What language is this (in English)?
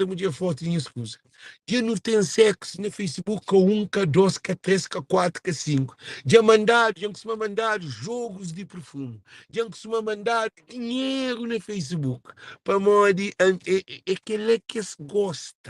Kabuverdianu